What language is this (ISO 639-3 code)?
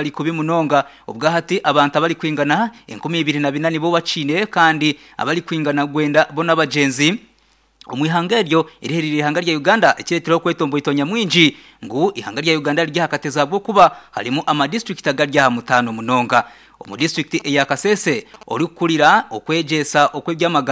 nyn